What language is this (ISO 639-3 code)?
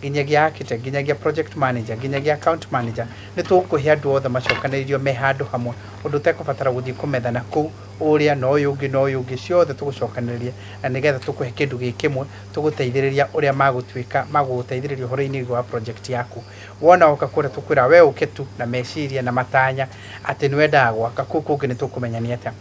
kik